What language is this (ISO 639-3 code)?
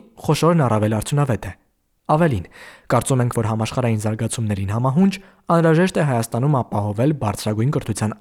hye